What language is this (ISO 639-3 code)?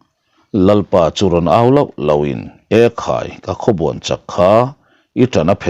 lus